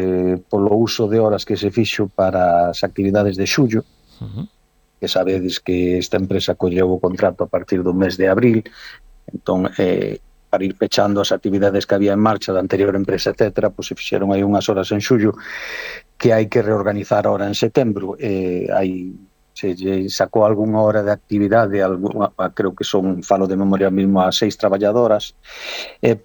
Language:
Galician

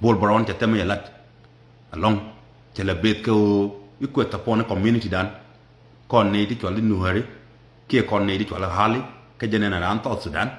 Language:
Nuer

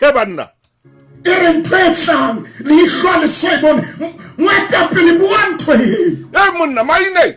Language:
Southern Sotho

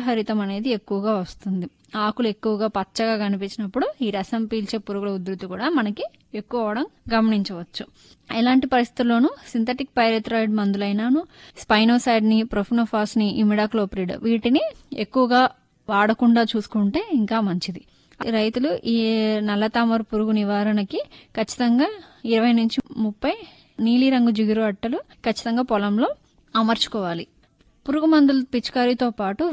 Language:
Telugu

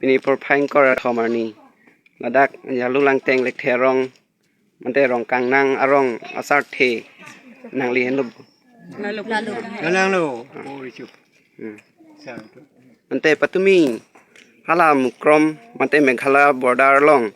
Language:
Karbi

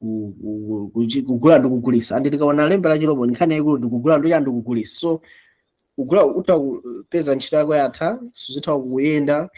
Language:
Nyanja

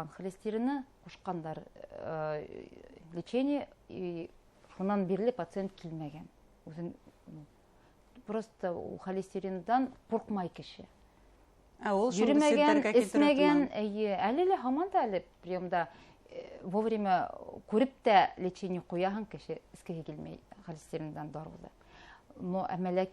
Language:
Bashkir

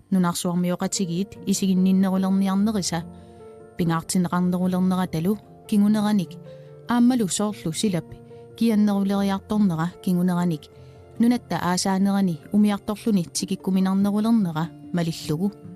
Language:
Kalaallisut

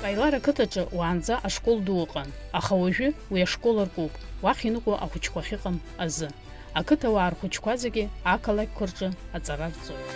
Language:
Abkhazian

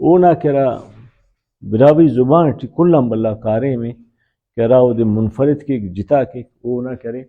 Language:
Brahui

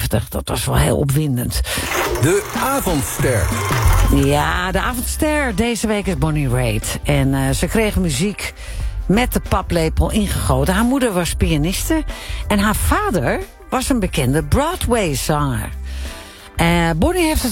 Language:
Dutch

